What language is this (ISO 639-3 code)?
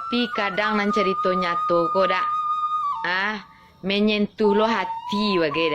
min